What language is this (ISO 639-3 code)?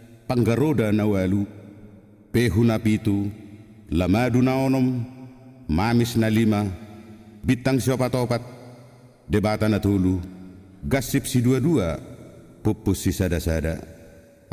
bbc